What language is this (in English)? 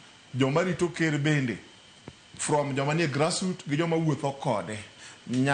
Luo (Kenya and Tanzania)